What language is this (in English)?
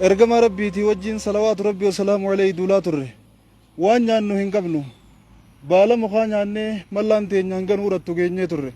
Oromo